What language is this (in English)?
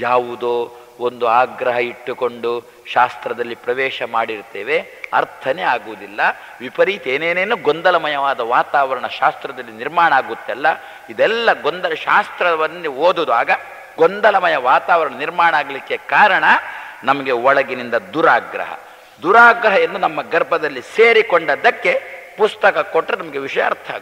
Kannada